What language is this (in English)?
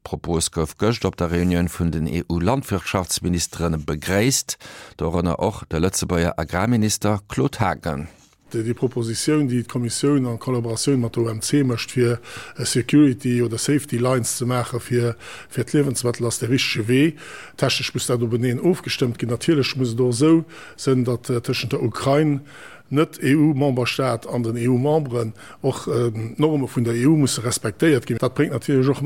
Luxembourgish